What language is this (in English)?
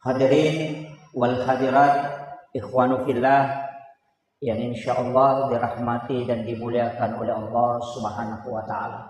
Buginese